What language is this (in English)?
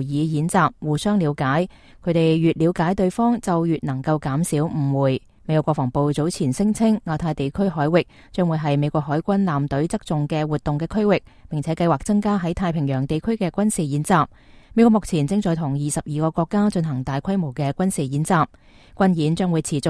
Cantonese